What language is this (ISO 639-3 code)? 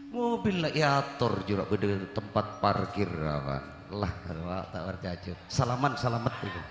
mad